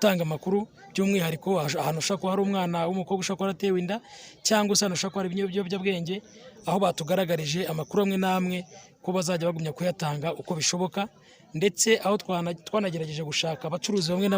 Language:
Kinyarwanda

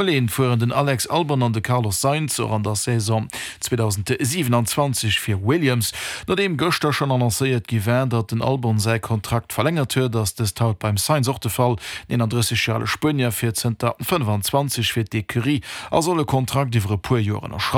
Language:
Luxembourgish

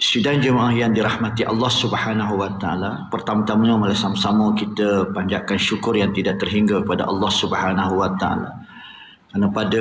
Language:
Malay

